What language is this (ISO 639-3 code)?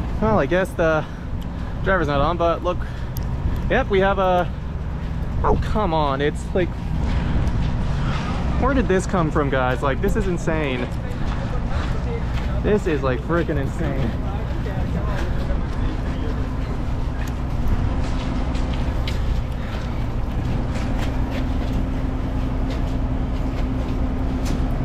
eng